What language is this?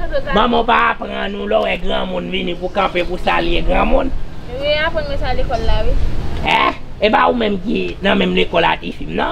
Haitian Creole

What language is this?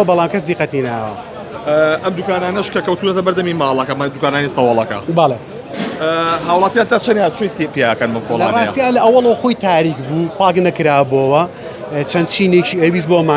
Central Kurdish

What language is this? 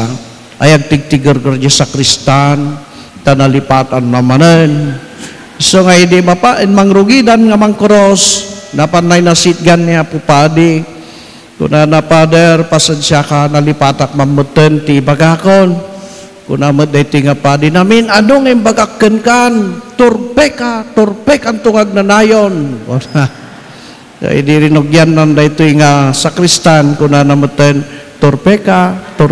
Iloko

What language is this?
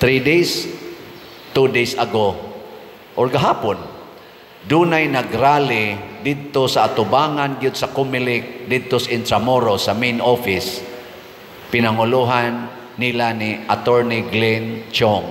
Cebuano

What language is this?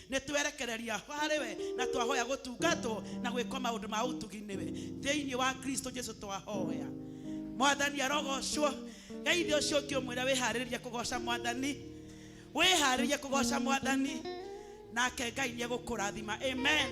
Kikuyu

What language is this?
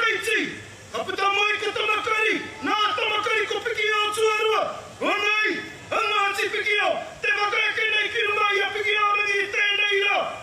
Māori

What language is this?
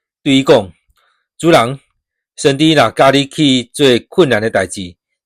Min Nan Chinese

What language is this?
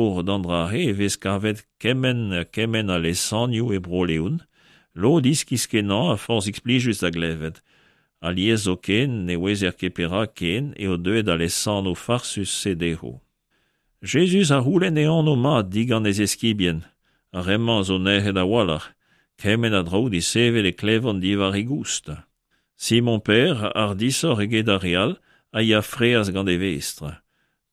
Breton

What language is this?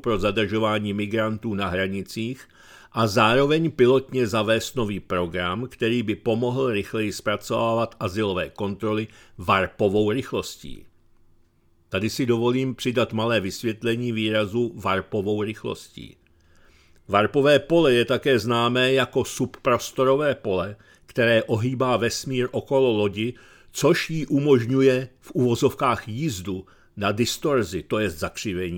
Czech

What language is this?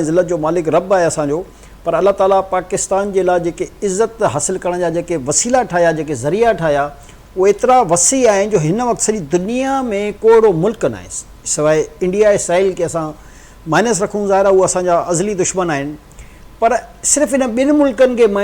Sindhi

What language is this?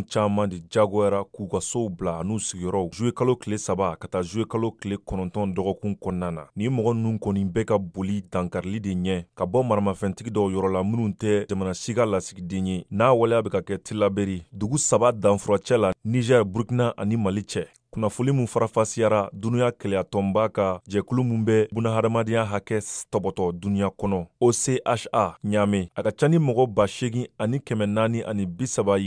Bambara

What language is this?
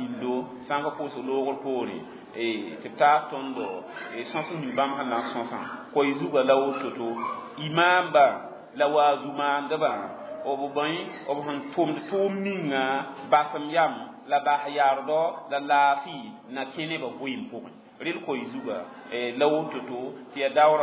Mossi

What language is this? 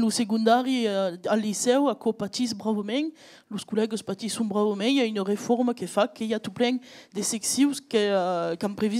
Occitan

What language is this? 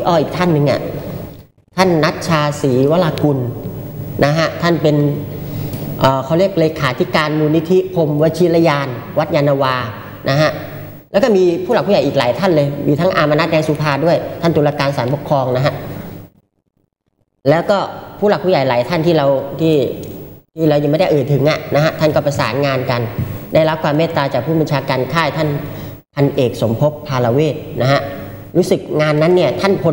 Thai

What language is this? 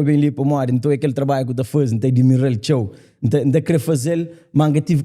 Kabuverdianu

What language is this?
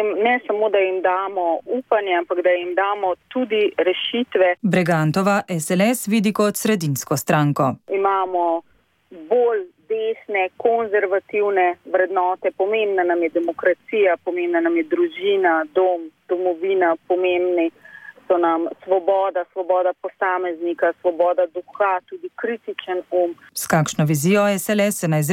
Slovenian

